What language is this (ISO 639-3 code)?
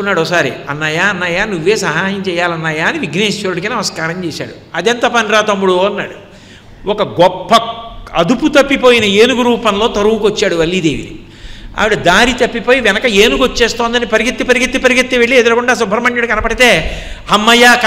tel